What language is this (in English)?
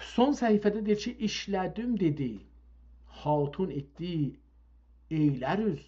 South Azerbaijani